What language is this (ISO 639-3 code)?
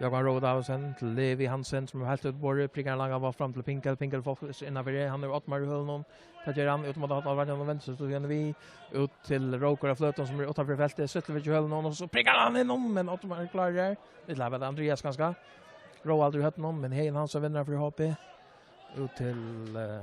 fao